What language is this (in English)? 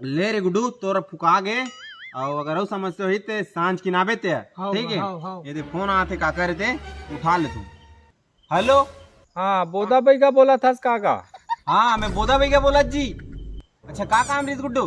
Chhattisgarhi